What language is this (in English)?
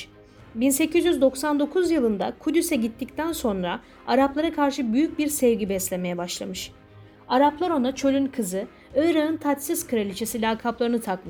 Turkish